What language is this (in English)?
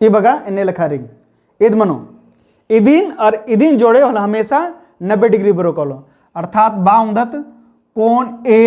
Kurukh